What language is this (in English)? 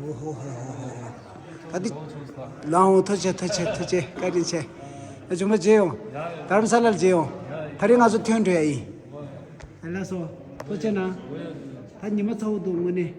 Tibetan